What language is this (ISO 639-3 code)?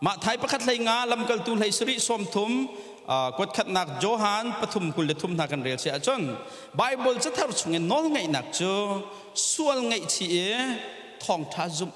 cnh